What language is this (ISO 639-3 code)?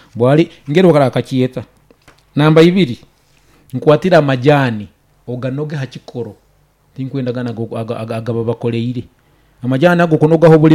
nyo